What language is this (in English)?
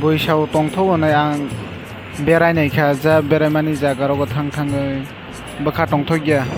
Kok Borok